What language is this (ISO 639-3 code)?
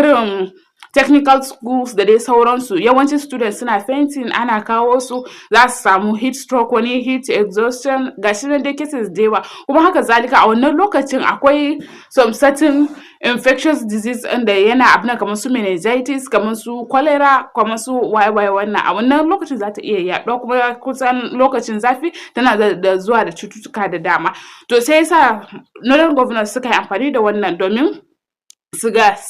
hau